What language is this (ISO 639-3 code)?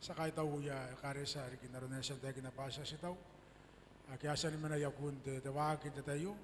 gil